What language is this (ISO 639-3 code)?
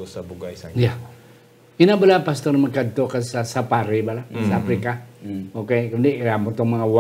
hil